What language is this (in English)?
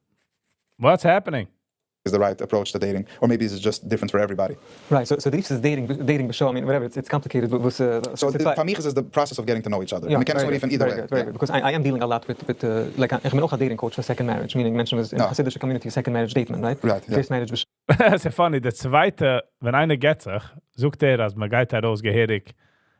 Yiddish